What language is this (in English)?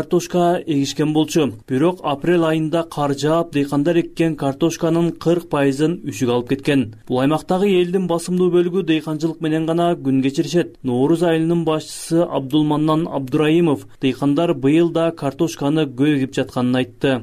Kyrgyz